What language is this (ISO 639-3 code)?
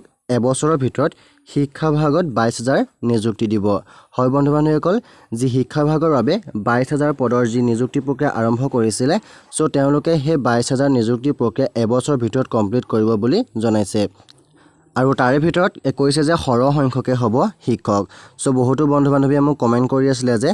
asm